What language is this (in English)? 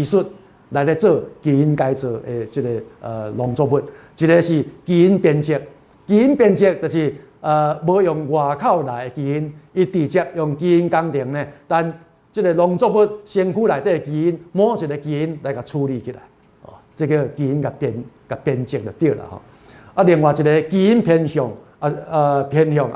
Min Nan Chinese